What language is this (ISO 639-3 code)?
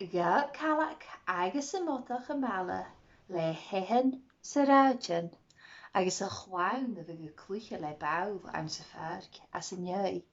gla